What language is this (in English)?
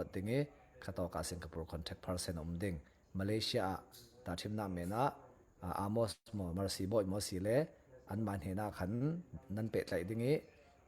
Falam Chin